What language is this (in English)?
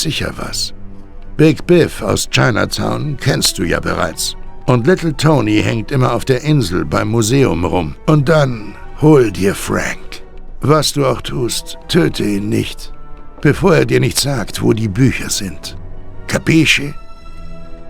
Bavarian